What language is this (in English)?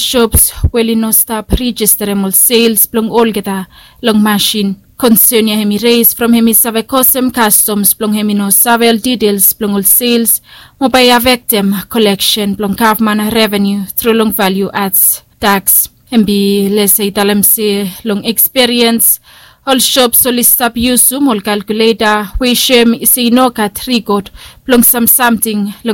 Bislama